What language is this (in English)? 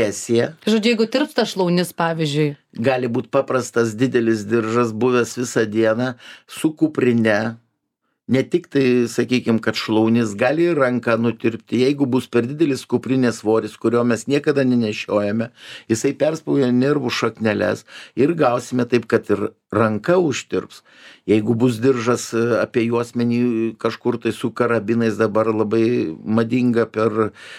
Lithuanian